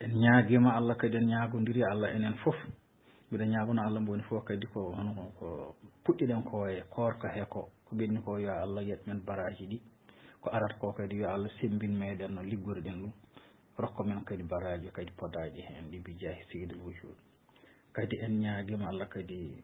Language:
Fula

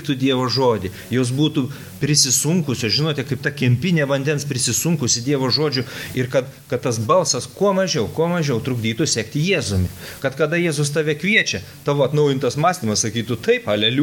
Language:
Lithuanian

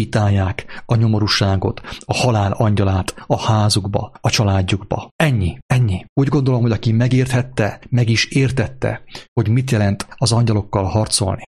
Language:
Hungarian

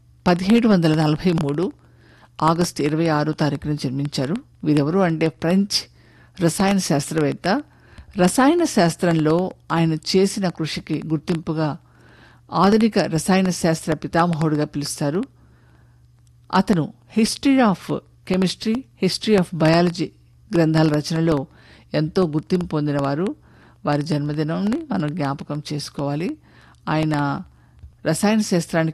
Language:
Telugu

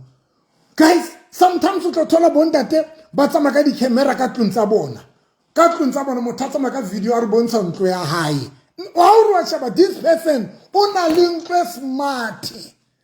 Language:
Southern Sotho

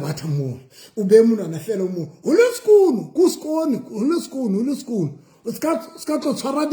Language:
Southern Sotho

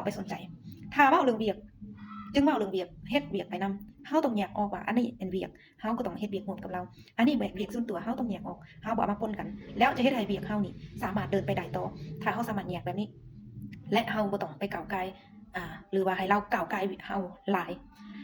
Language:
Lao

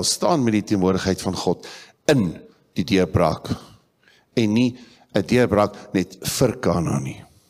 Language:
Afrikaans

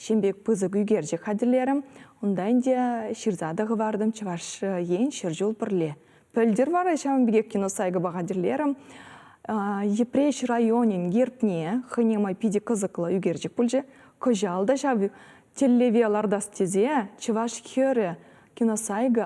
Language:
Chuvash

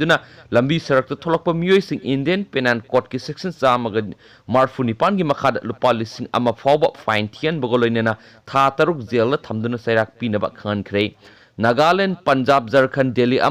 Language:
Manipuri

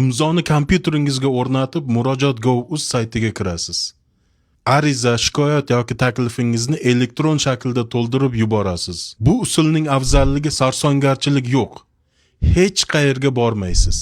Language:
Uzbek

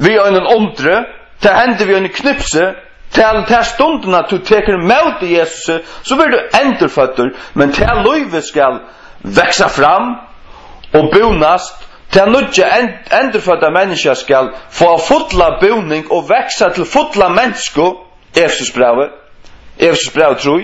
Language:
Faroese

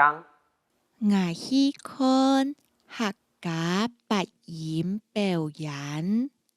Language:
Hakka Chinese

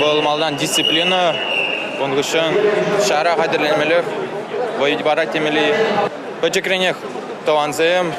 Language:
Chuvash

